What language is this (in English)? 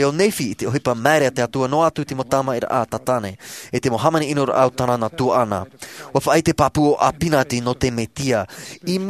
Tahitian